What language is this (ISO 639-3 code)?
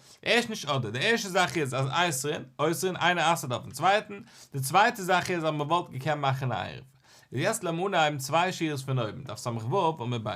yid